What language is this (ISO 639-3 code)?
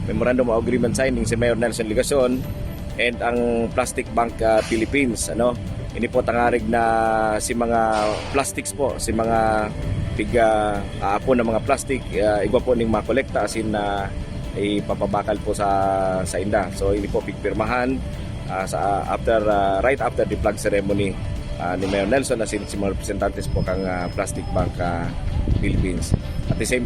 bik